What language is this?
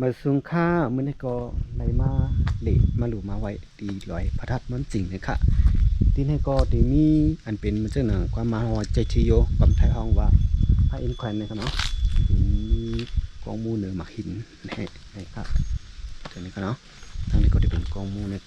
Shan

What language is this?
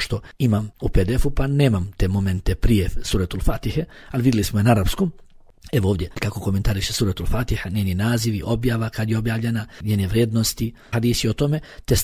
Bosnian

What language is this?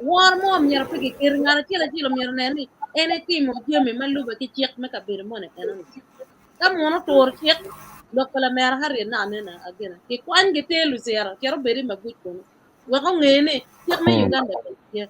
Acoli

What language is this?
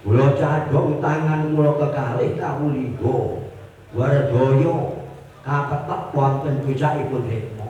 Javanese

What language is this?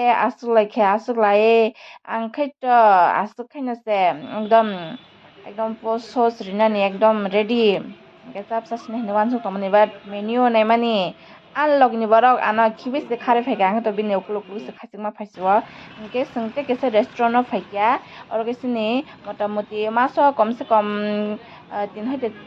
Kok Borok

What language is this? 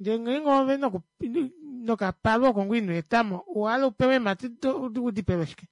Kuanyama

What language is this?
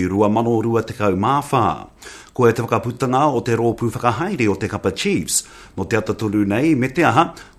Māori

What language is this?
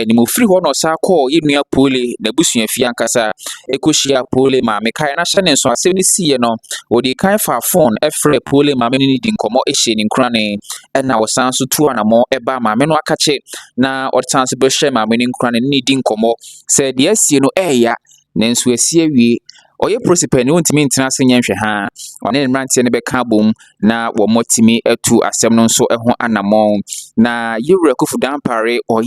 Akan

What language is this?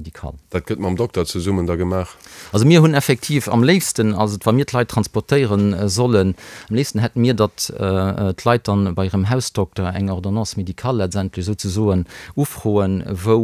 Luxembourgish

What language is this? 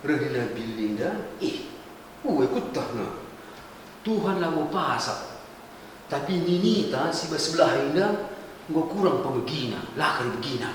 Batak Karo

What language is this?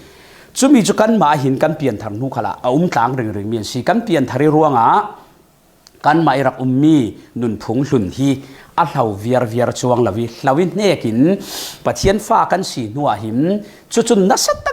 Falam Chin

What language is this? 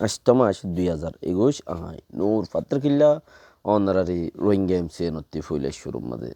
Rohingya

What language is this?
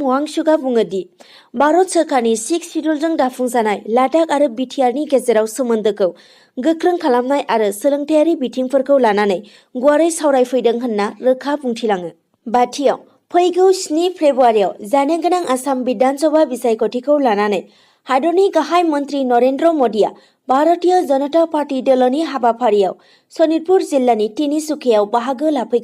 Bodo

